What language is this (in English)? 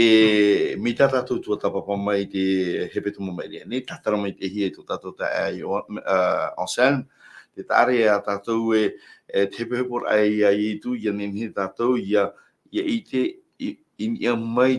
Tahitian